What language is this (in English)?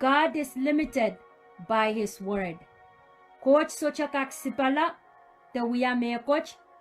Pohnpeian